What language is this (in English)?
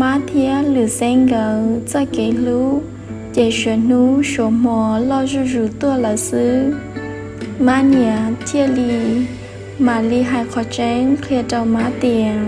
Hmong